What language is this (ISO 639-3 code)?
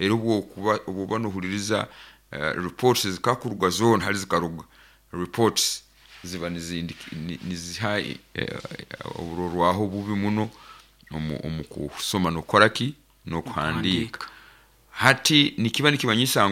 nyo